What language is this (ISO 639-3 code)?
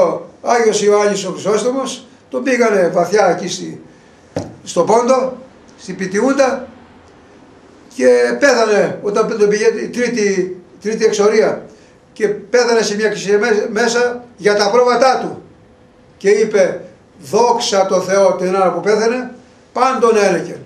ell